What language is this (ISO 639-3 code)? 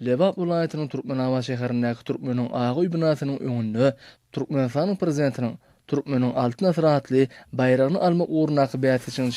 tuk